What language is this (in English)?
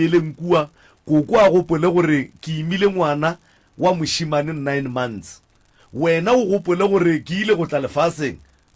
Northern Sotho